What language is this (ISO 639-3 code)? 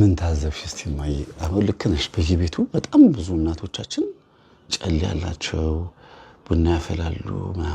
amh